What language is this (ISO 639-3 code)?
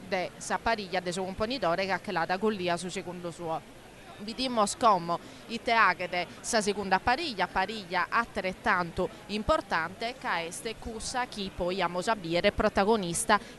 srd